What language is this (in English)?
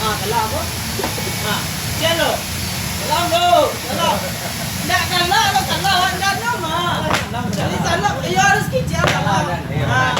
Minangkabau